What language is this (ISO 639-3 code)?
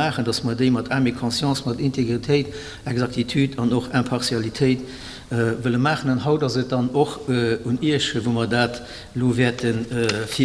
ltz